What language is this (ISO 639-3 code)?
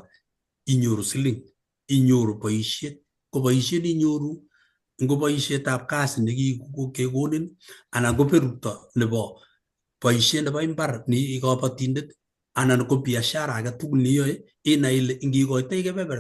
kln